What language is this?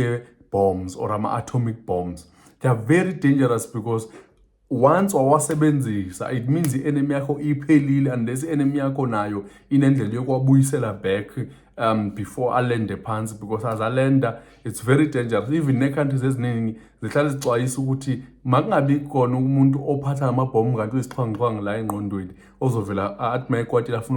Zulu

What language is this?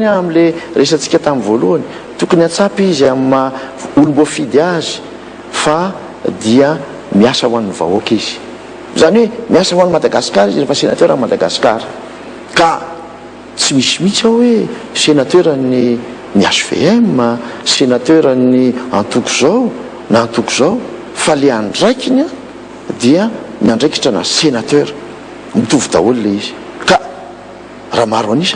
Malagasy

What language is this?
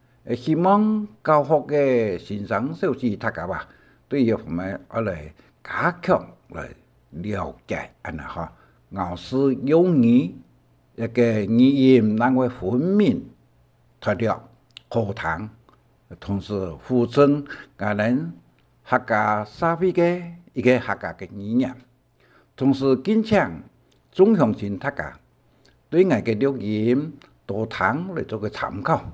Hakka Chinese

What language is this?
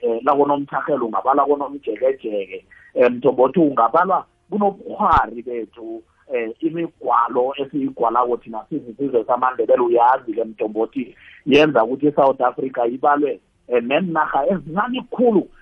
South Ndebele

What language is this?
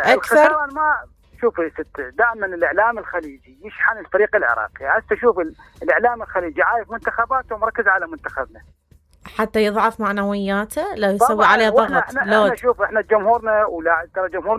Mesopotamian Arabic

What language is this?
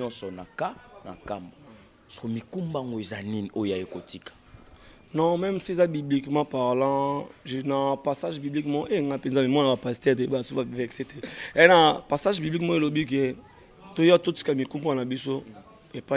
Lingala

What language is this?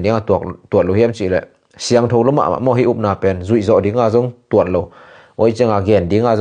Tedim Chin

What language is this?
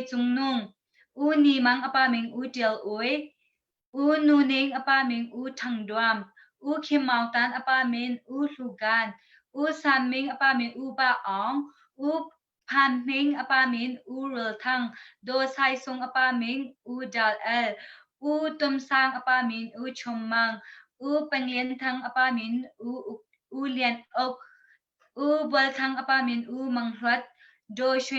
Hakha Chin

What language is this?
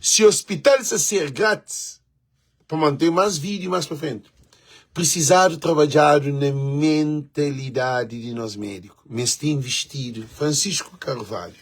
Kabuverdianu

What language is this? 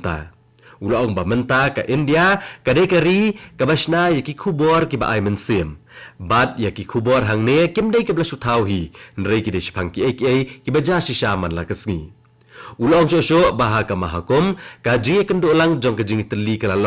Khasi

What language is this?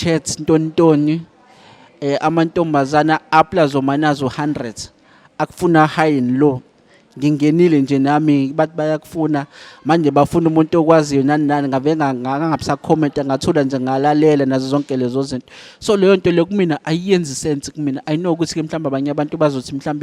Zulu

